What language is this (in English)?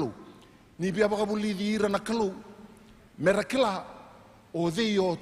Fijian